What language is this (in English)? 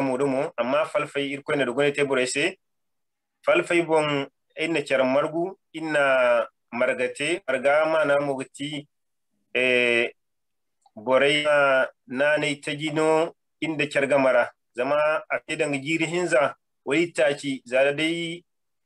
Zarma